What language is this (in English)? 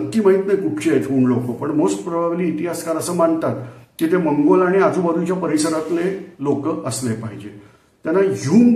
Marathi